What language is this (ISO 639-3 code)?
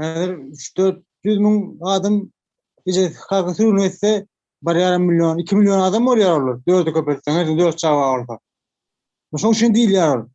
tuk